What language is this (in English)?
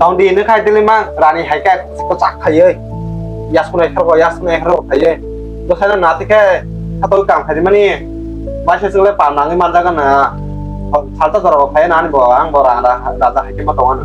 Kok Borok